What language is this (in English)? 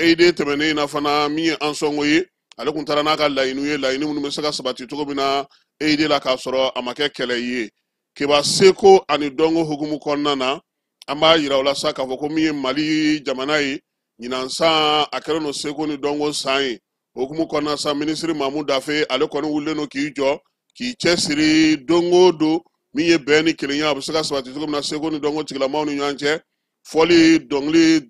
Bambara